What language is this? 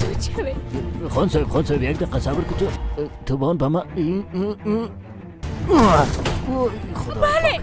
Persian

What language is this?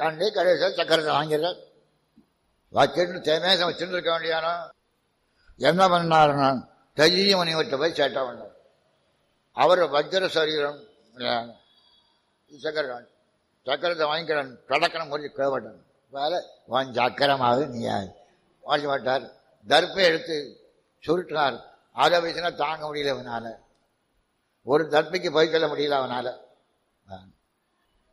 Tamil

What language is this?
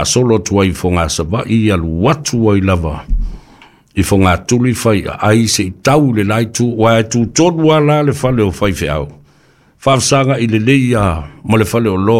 Samoan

